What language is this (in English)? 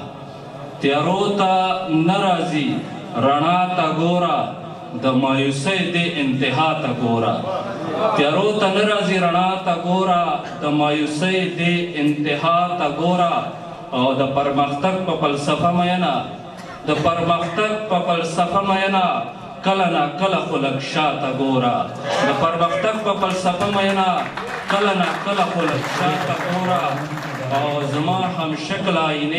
Pashto